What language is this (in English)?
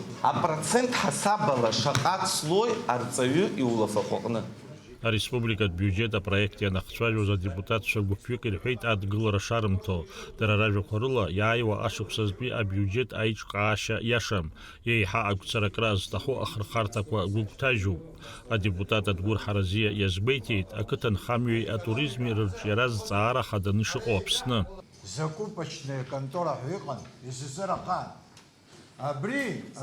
Abkhazian